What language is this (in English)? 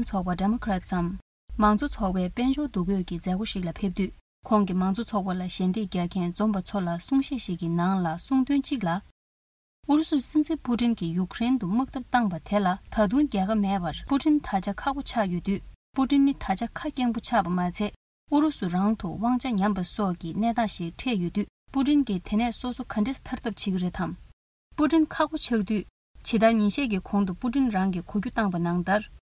Tibetan